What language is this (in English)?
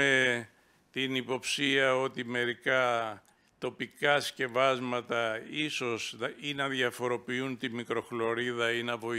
Greek